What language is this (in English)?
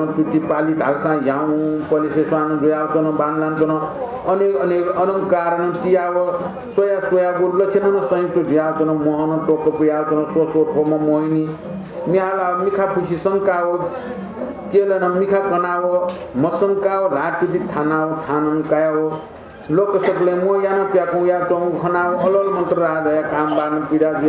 Newari